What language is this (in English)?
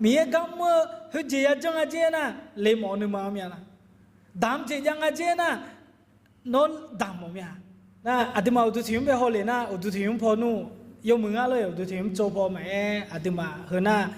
Akha